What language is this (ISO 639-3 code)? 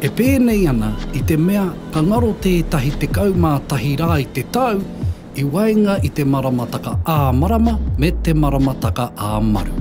mri